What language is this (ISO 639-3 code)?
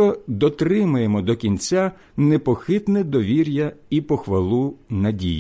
ukr